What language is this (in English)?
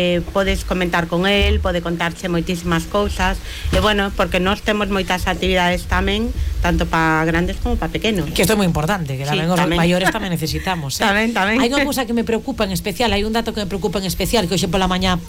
Galician